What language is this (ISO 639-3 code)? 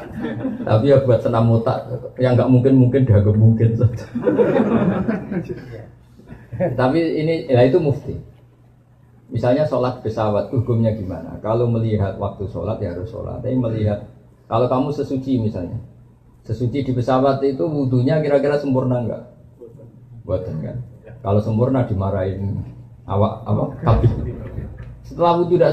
ind